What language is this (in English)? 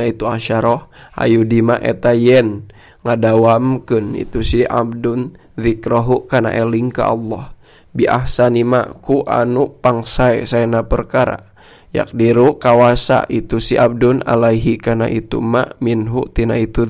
Sundanese